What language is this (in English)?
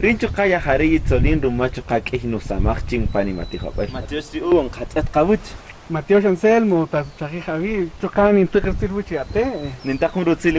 Kaqchikel